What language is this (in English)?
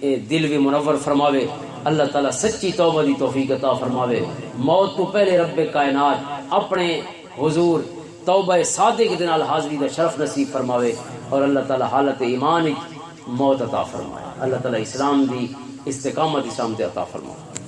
Western Panjabi